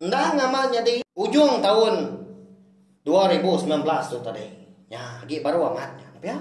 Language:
Iban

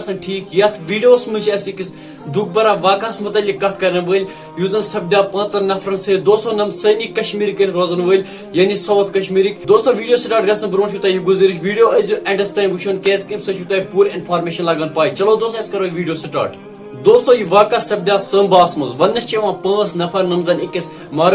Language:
Kashmiri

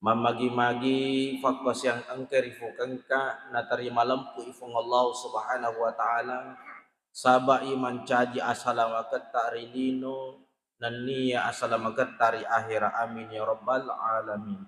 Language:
Buginese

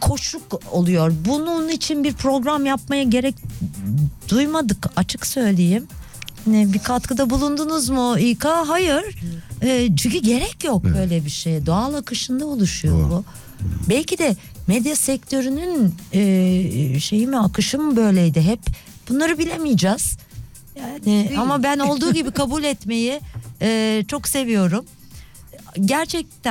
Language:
Turkish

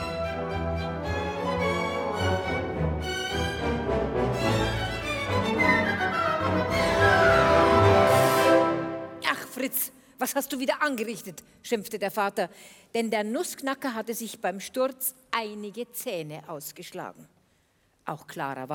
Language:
German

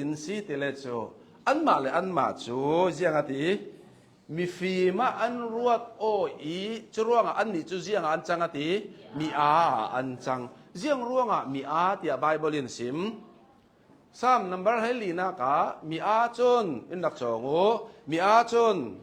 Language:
Hakha Chin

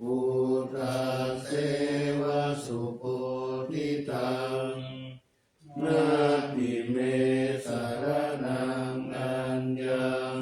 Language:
Pali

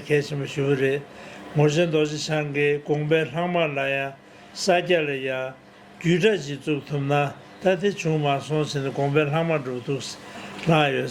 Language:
Tibetan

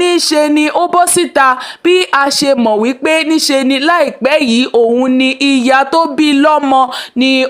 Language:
Yoruba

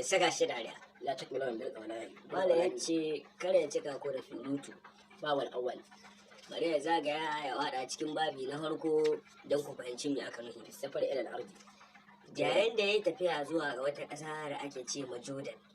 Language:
Hausa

